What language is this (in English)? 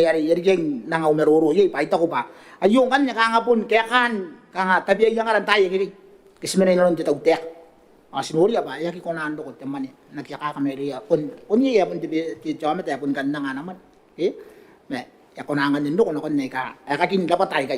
Gilbertese